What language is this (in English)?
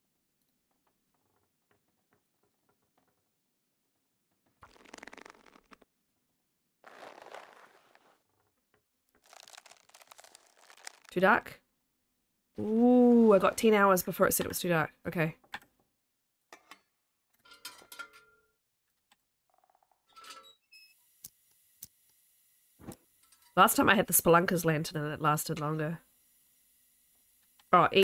English